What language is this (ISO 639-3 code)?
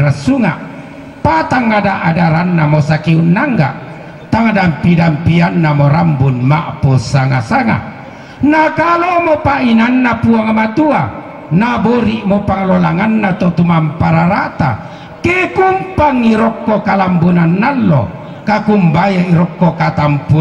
sda